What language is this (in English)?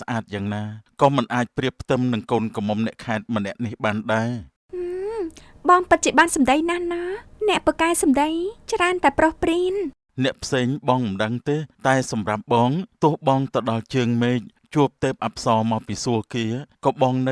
Khmer